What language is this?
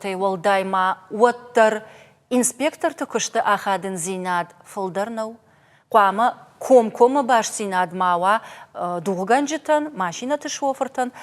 Ossetic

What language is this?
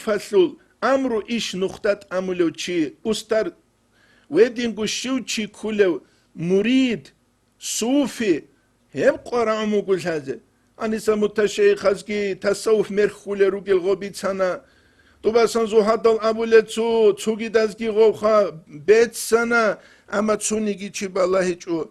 Avaric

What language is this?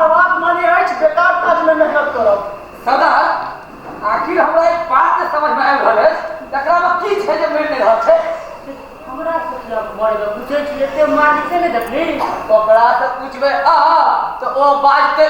Maithili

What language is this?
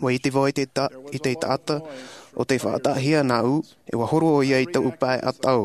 Tahitian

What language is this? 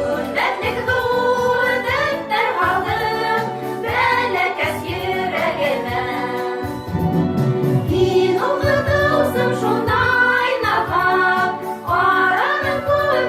Bashkir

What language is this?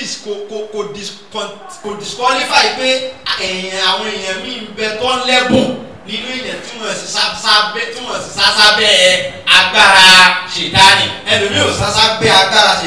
Yoruba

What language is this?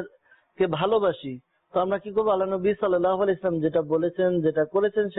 Bangla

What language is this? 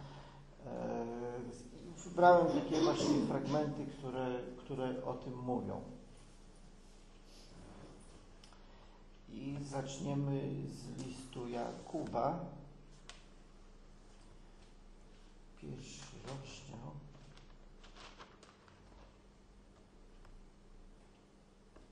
Polish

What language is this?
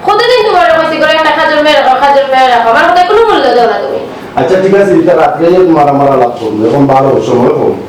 Sylheti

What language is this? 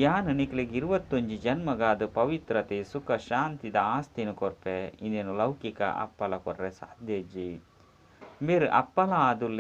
Tulu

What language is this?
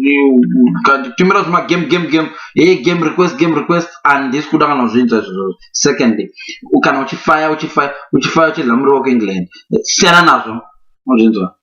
Shona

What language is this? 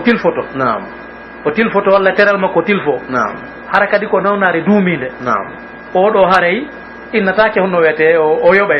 Pular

